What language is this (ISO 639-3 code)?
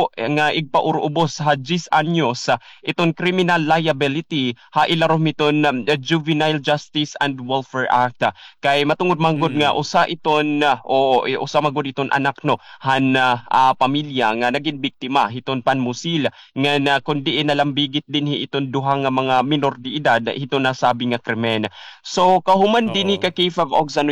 war